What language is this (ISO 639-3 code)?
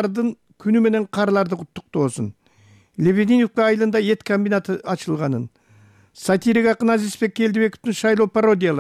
kir